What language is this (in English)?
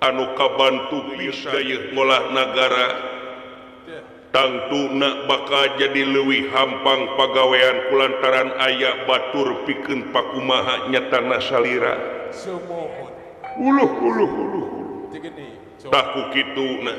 Sundanese